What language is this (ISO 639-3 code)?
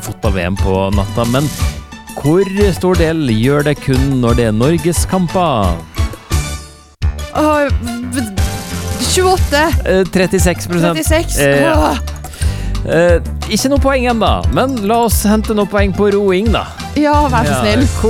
nor